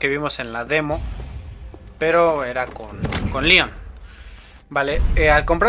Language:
Spanish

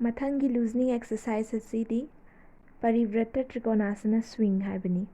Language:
Manipuri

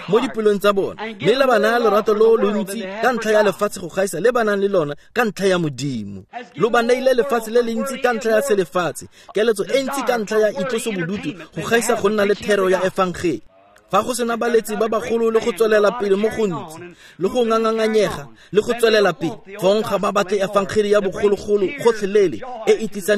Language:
Tswana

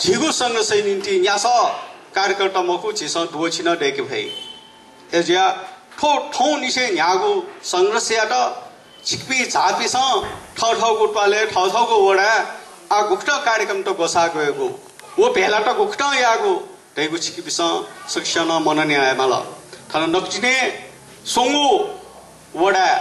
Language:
Newari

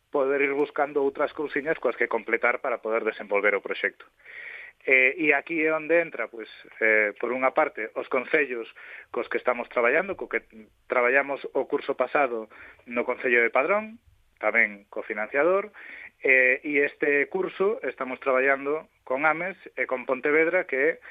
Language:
Galician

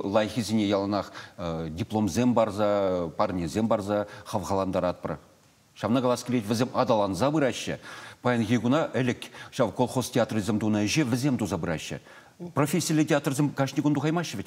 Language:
Chuvash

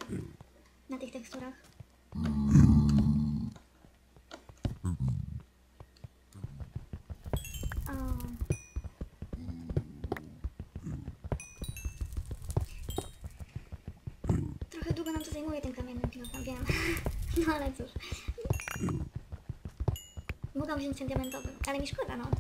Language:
Polish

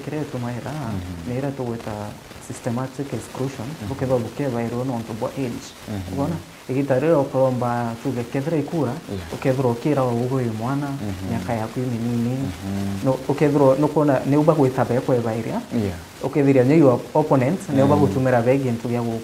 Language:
Meru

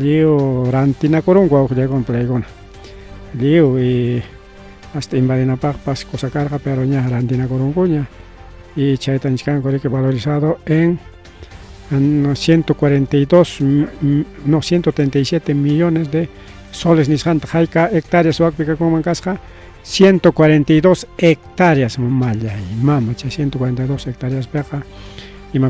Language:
Ayacucho Quechua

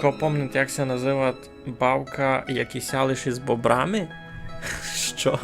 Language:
Rusyn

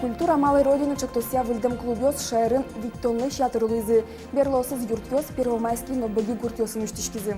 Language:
Udmurt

